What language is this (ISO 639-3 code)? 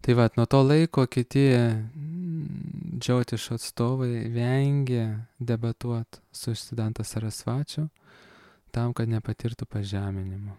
lit